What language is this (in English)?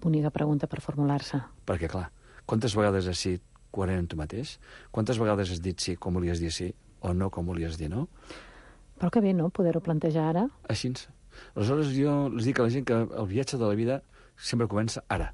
Catalan